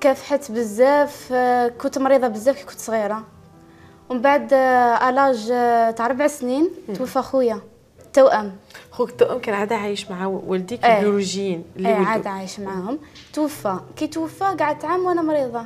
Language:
Algerian Arabic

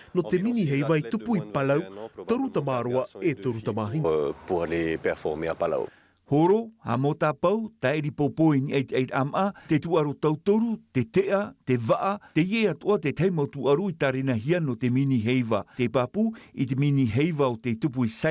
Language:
Tahitian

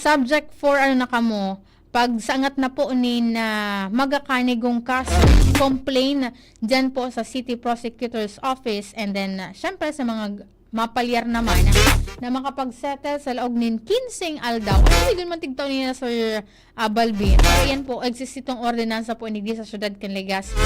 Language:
Bikol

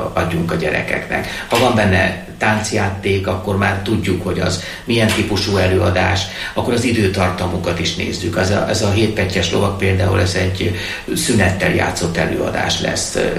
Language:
Hungarian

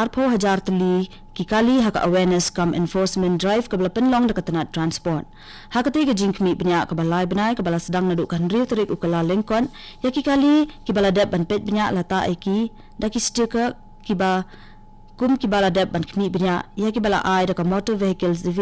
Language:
Khasi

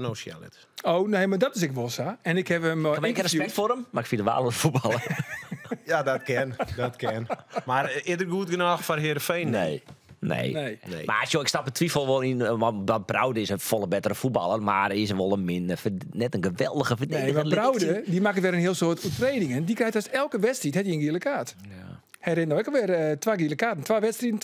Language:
Western Frisian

